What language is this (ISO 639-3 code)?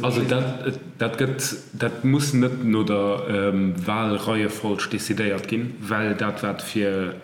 ltz